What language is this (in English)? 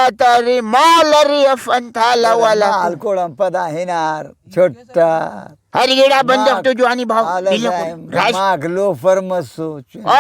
Brahui